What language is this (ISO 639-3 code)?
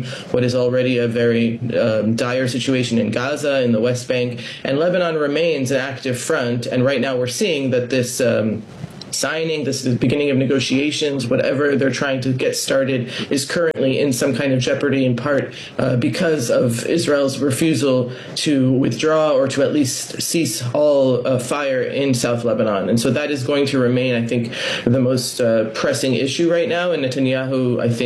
eng